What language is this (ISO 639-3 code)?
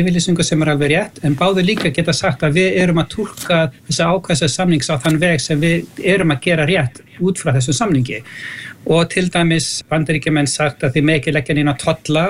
isl